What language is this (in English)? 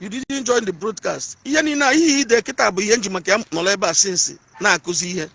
Igbo